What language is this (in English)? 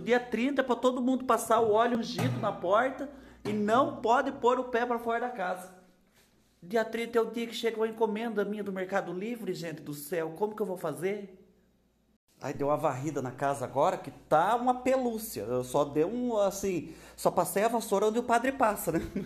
Portuguese